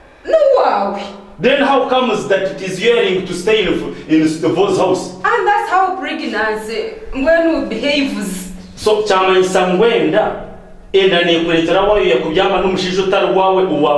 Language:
Nyankole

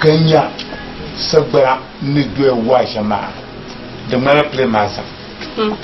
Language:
Dagbani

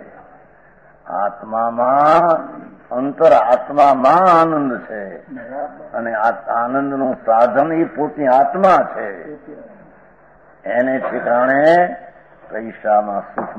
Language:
Gujarati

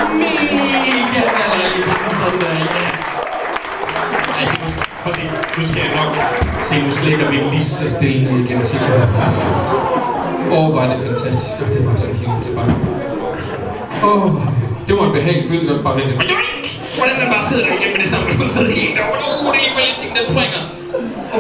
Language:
Danish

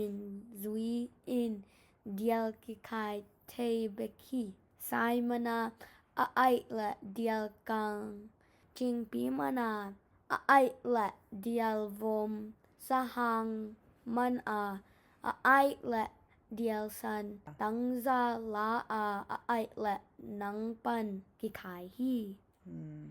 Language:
Tedim Chin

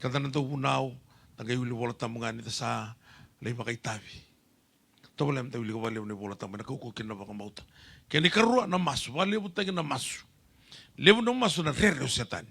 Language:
Fijian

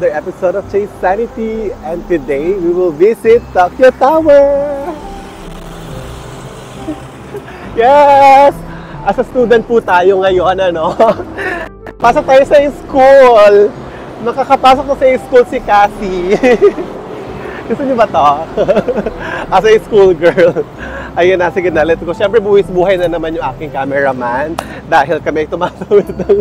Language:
Filipino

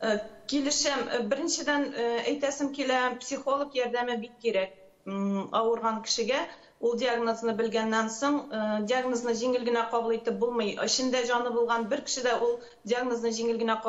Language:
Tatar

